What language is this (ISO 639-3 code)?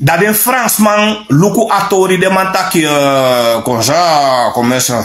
srn